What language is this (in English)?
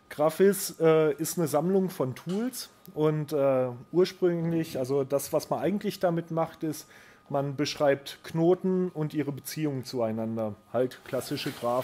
German